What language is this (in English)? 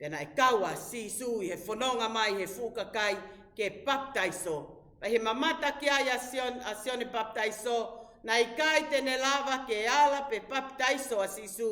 Tongan